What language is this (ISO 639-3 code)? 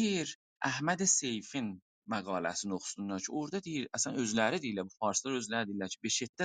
azb